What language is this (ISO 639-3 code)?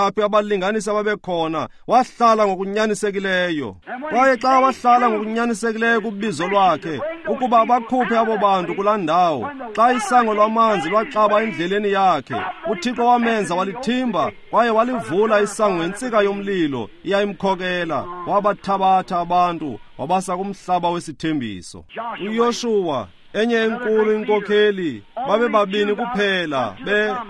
xho